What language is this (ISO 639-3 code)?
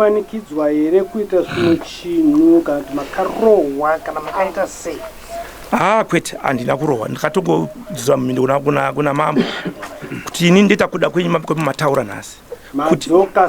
sna